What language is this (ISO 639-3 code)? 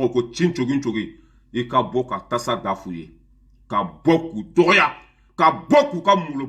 bam